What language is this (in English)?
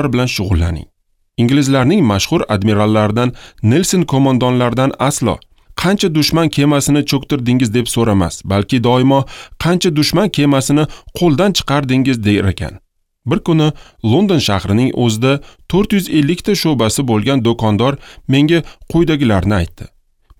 Uzbek